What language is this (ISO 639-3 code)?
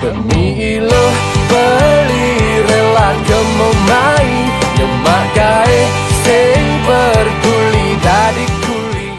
ban